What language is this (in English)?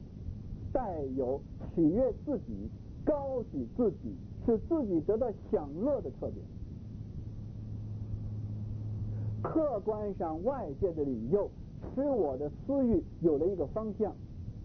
Chinese